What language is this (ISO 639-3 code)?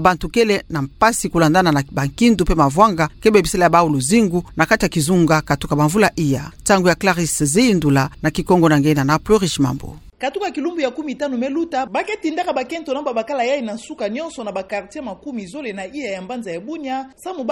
ktu